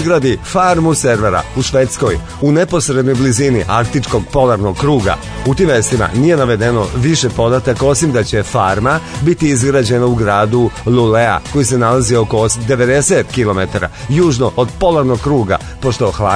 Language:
Serbian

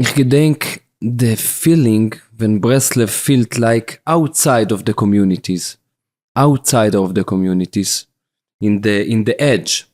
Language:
Yiddish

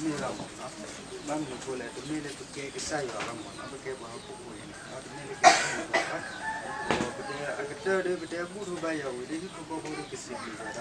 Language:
S'gaw Karen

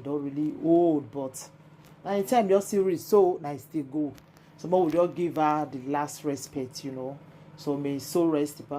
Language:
Nigerian Pidgin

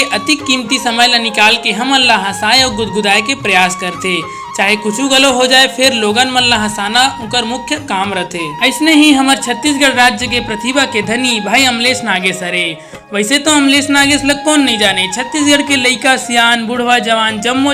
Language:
Chhattisgarhi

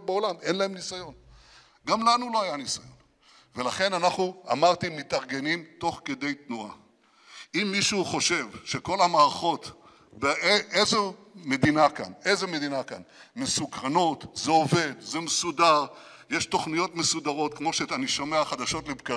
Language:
Hebrew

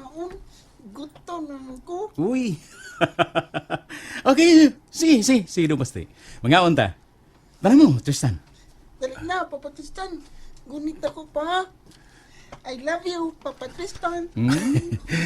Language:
Cebuano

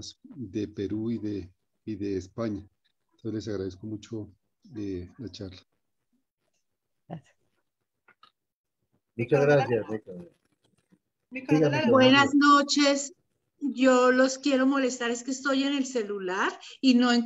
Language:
Spanish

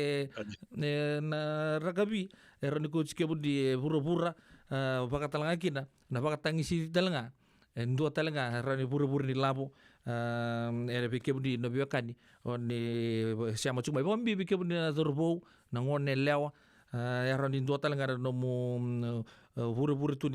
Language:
Fijian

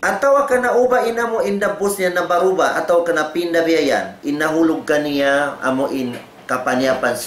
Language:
Tausug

